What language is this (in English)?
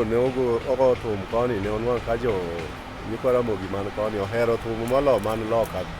Luo (Kenya and Tanzania)